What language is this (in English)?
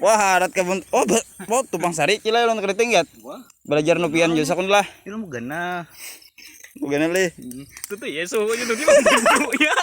Banjar